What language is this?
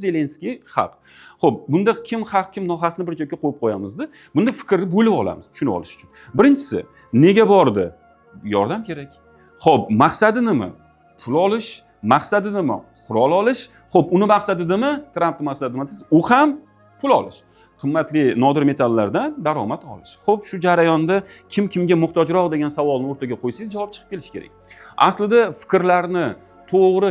Uzbek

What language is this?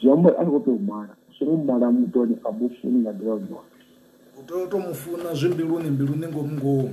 Venda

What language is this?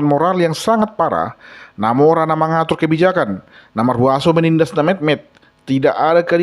Batak Toba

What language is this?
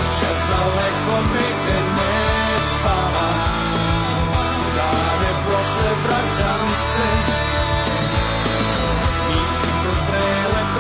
Serbian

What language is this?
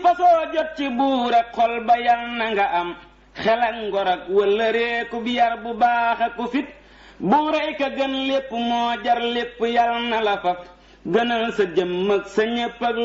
Wolof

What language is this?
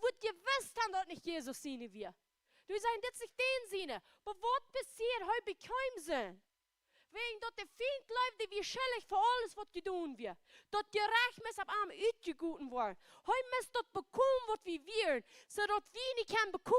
Plautdietsch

